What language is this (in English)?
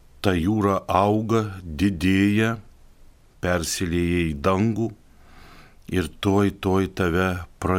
Lithuanian